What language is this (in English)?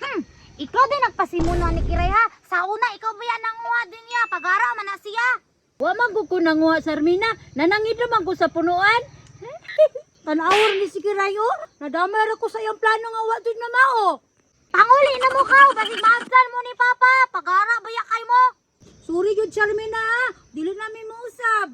Cebuano